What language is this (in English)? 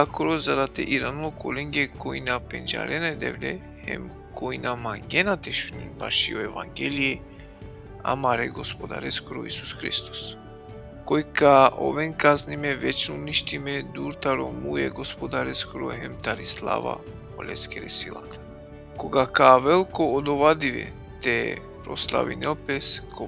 Balkan Romani